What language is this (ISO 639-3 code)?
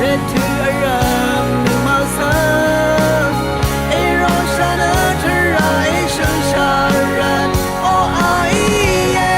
raw